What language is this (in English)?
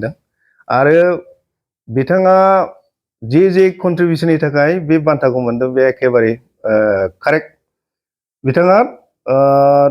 Bodo